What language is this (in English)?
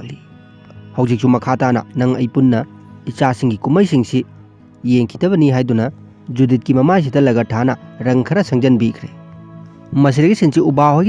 Manipuri